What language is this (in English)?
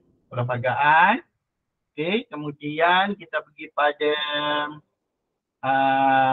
Malay